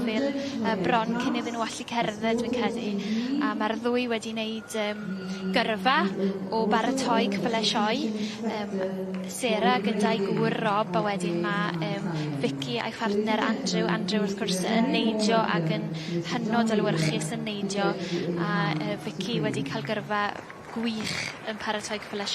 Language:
Welsh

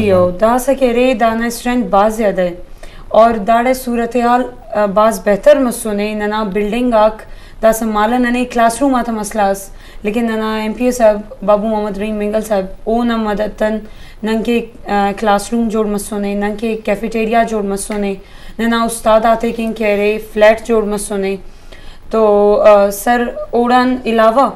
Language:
Eastern Balochi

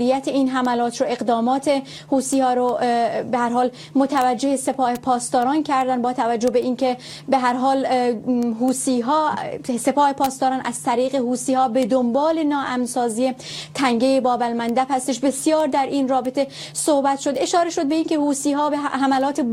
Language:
Persian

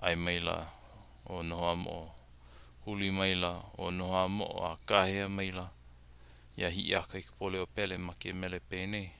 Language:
Hawaiian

